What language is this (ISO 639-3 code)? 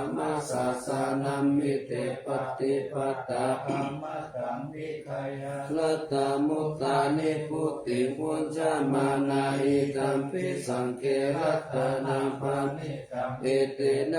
pli